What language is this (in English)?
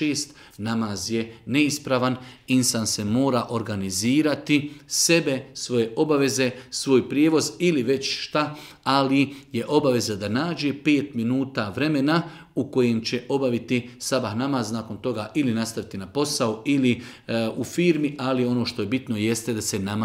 Bosnian